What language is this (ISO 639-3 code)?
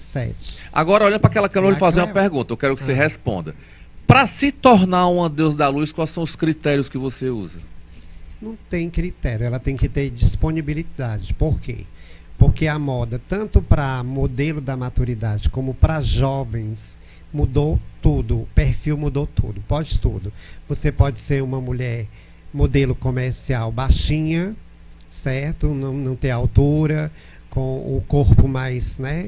por